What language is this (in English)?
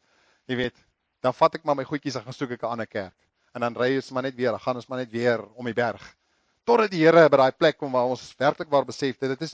Afrikaans